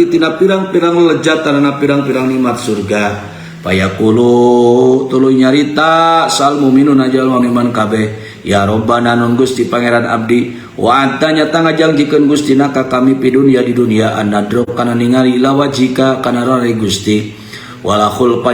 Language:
Sundanese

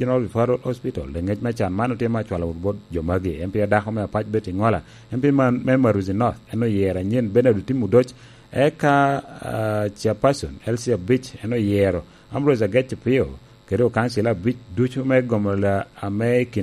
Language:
Lango (Uganda)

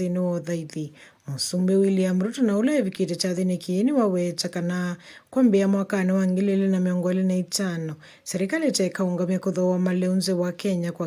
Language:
Kamba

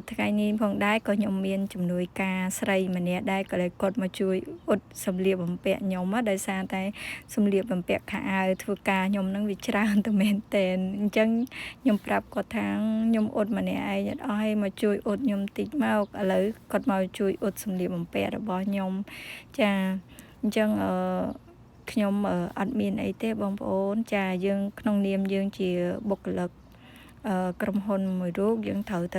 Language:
Khmer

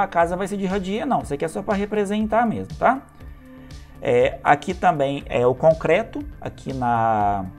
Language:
Portuguese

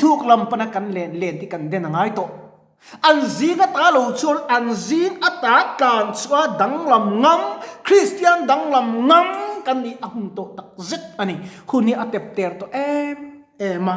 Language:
Mizo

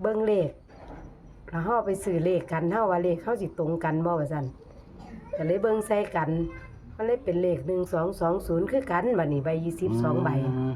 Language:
Northeastern Thai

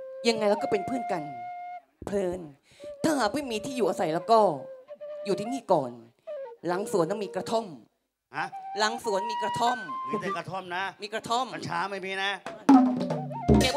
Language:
Thai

